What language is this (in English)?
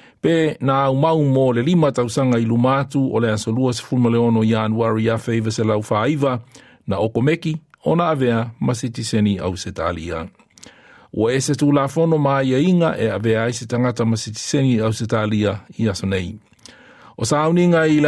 Samoan